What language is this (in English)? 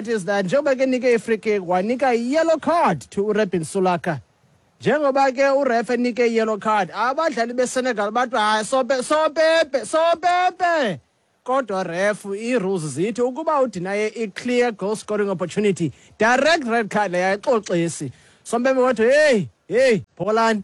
Xhosa